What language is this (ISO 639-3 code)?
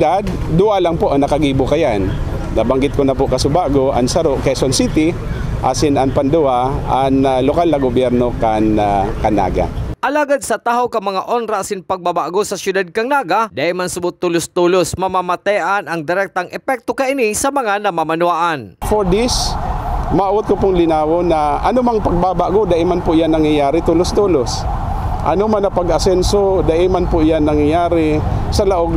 bik